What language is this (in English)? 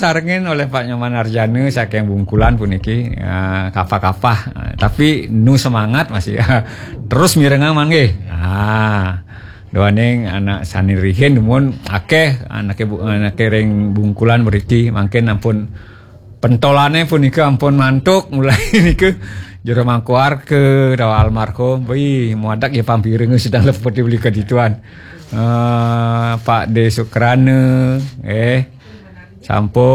Balinese